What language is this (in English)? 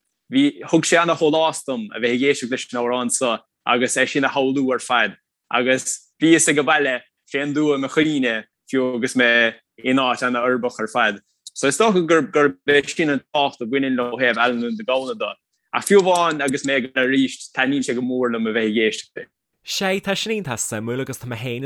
Irish